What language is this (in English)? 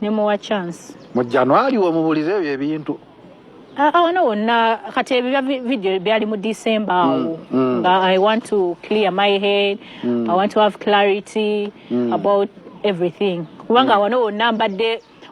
Ganda